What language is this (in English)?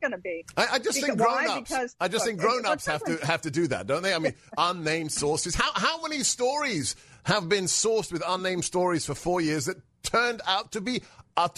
English